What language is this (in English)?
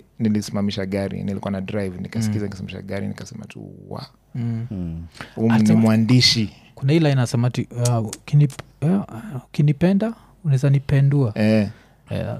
Swahili